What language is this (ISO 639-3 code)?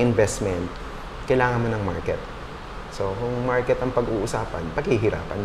fil